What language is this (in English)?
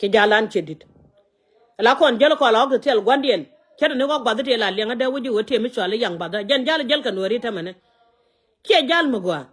Nuer